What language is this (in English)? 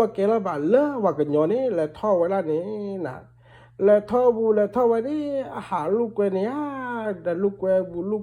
S'gaw Karen